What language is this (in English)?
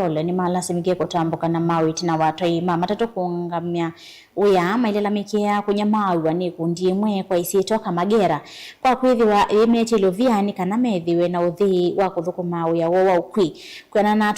Kamba